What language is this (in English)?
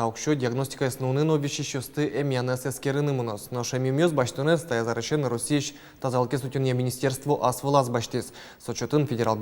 Udmurt